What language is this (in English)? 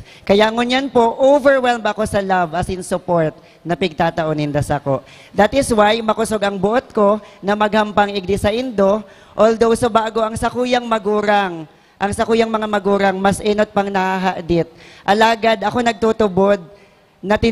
Bikol